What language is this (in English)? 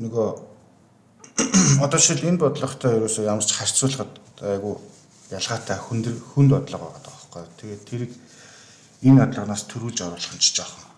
Mongolian